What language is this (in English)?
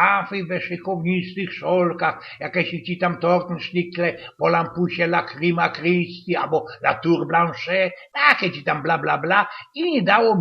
Silesian